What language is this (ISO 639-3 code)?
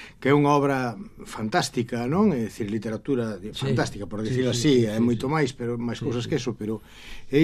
glg